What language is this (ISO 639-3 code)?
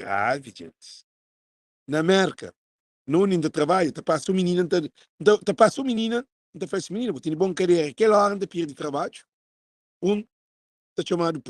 kea